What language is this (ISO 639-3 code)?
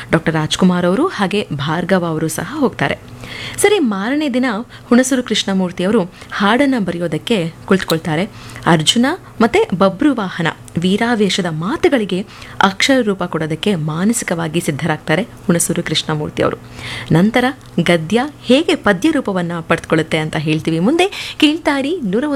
kan